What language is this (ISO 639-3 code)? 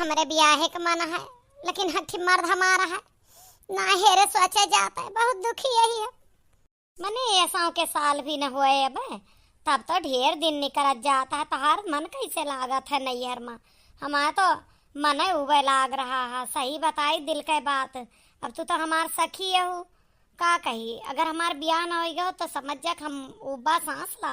awa